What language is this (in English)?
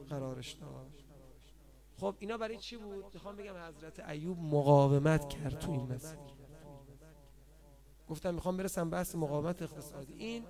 Persian